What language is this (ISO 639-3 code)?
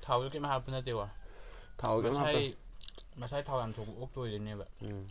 mni